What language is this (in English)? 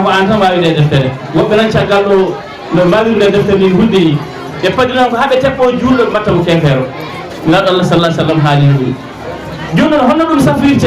Fula